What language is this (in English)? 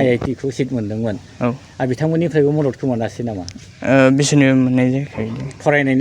Bodo